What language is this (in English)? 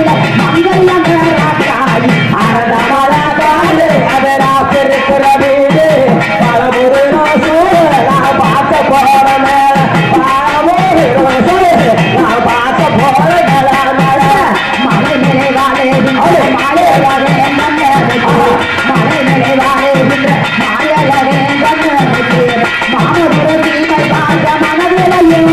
Tamil